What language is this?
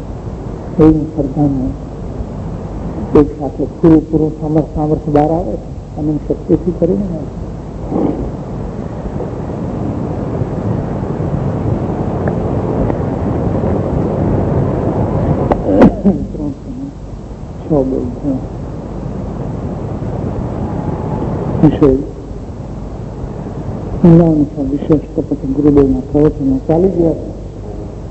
Gujarati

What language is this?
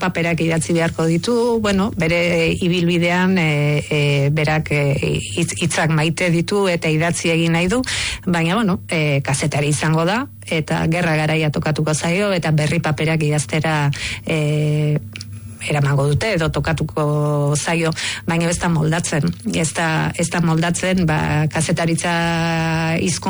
Basque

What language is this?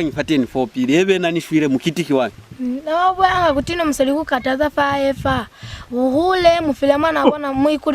Lozi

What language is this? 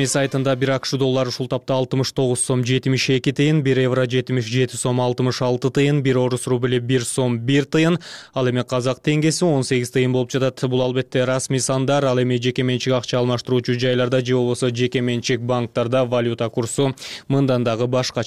Kyrgyz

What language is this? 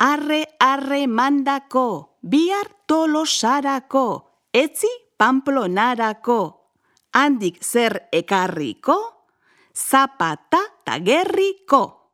Basque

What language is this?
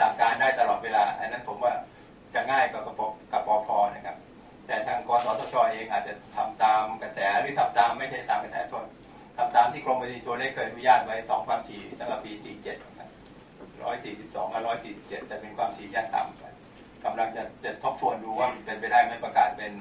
Thai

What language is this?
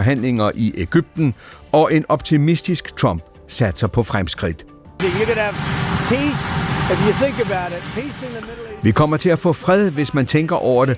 Danish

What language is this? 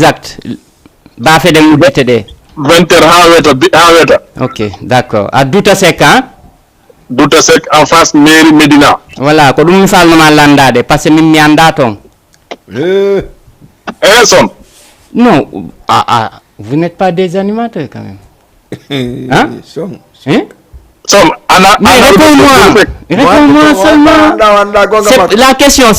Fula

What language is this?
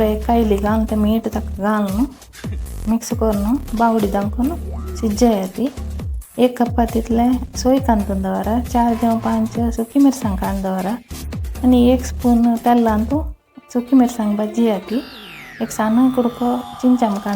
Konkani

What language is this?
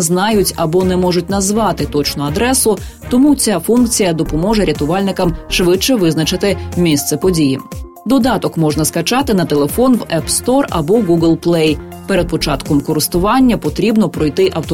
Ukrainian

